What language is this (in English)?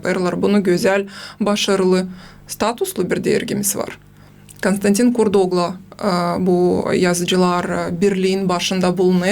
Gagauz